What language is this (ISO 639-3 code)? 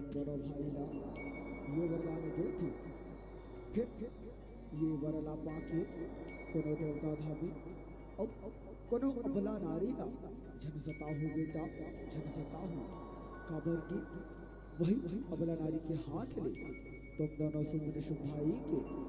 hne